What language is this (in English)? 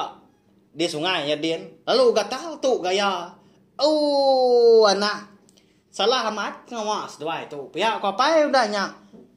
Iban